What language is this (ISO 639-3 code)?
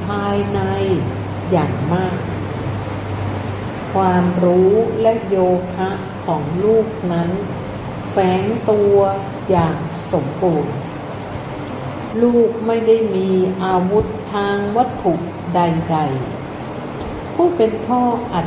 tha